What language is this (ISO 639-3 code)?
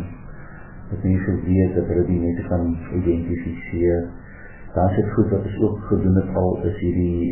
afr